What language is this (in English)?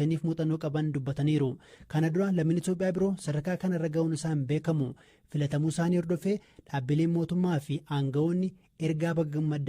Oromo